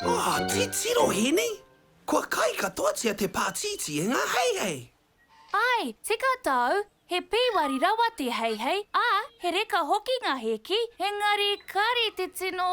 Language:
Māori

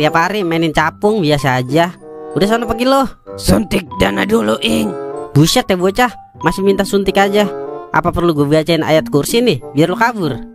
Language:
Betawi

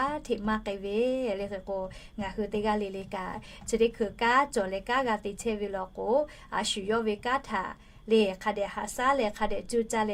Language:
Lahu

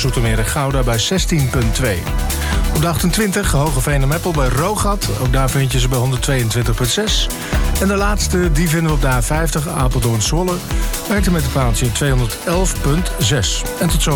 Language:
Dutch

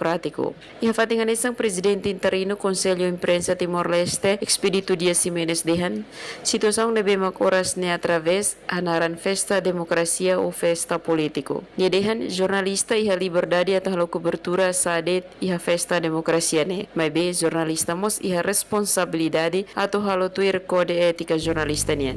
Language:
Tetum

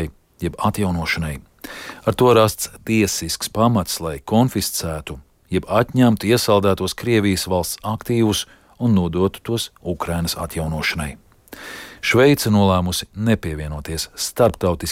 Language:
Latvian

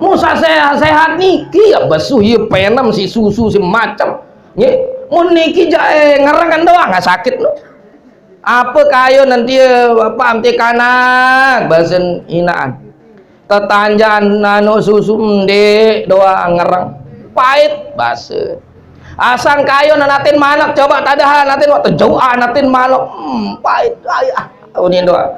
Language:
Sasak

